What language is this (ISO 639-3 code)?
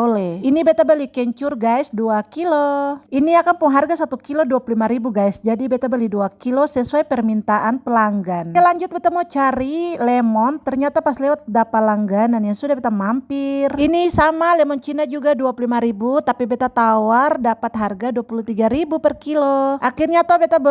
abs